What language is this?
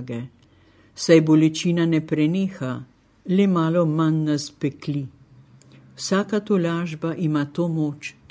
Slovenian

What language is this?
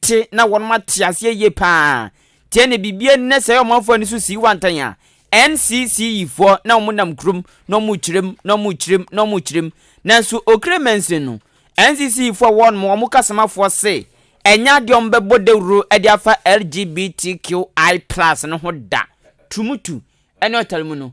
Akan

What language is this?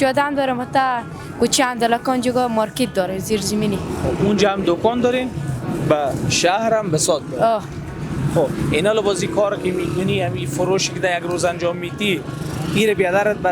Persian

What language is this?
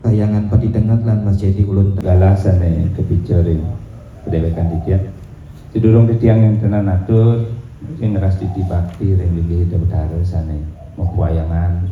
Balinese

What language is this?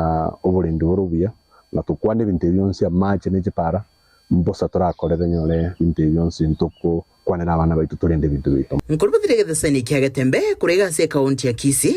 Gusii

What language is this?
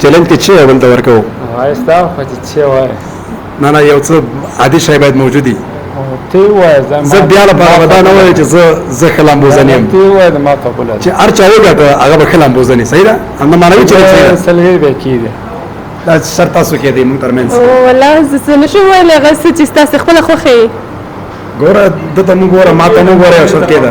Pashto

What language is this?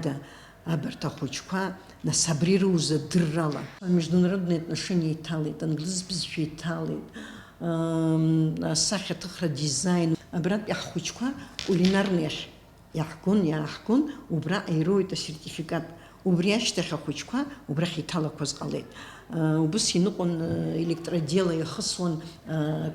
Abkhazian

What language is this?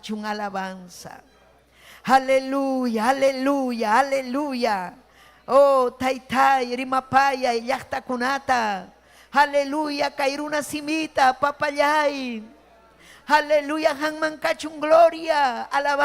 Ayacucho Quechua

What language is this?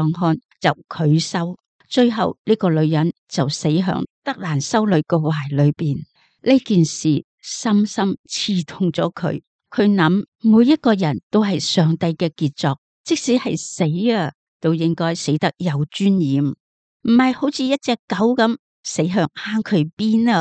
Cantonese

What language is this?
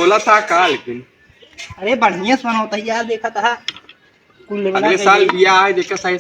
Awadhi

